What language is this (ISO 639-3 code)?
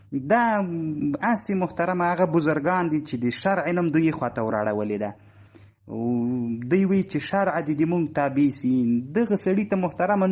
pus